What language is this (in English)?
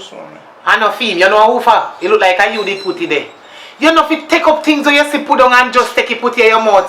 Jamaican Creole English